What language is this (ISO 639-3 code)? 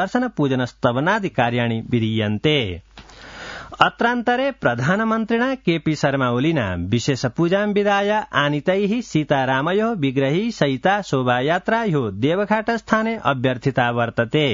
san